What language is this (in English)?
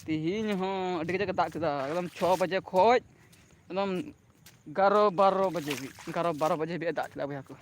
Santali